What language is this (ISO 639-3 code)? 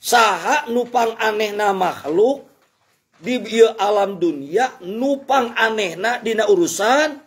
sun